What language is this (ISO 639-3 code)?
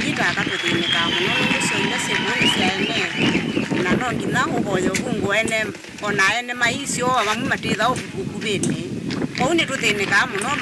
kam